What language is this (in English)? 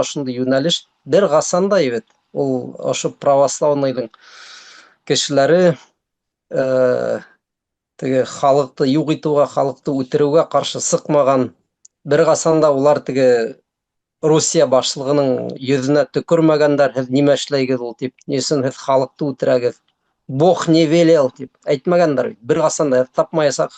Bashkir